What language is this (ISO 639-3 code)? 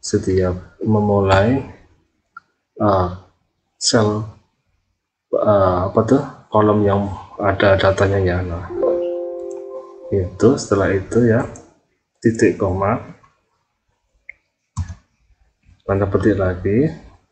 ind